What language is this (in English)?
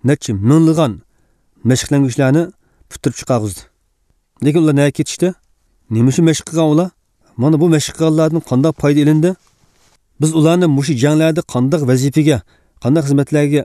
Uyghur